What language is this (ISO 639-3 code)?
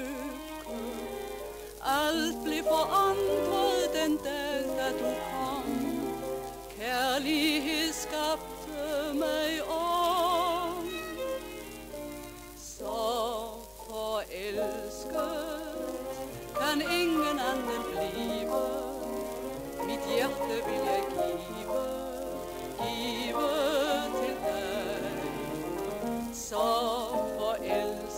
dan